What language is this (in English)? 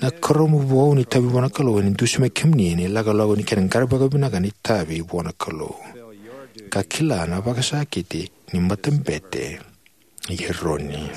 Fijian